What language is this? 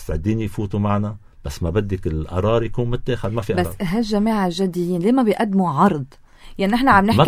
North Levantine Arabic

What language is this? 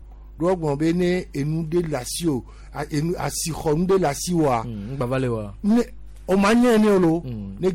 Gen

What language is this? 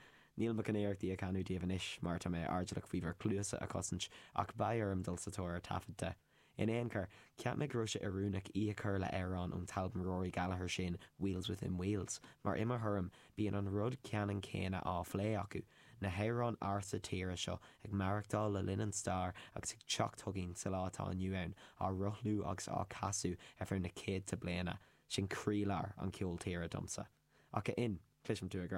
Irish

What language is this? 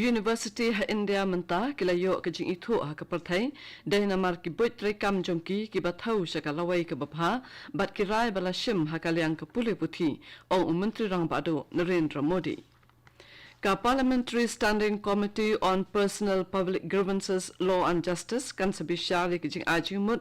Khasi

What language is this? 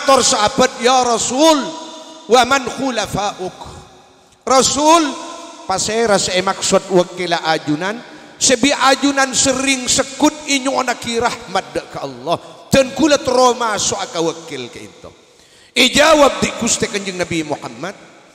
Madurese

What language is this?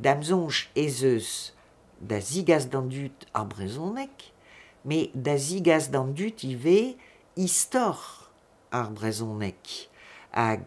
Breton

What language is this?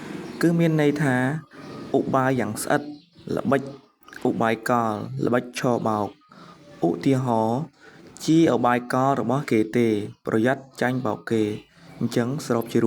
Khmer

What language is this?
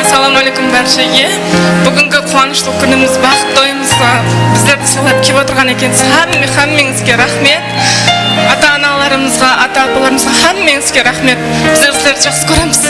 Kara-Kalpak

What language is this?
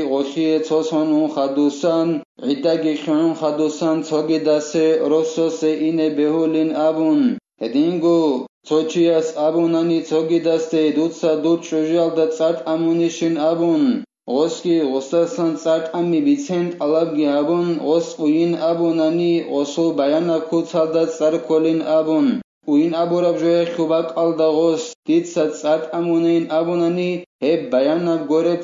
Avaric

